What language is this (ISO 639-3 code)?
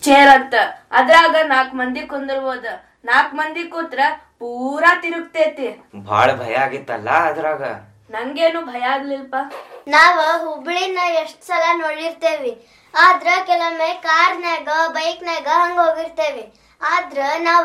kan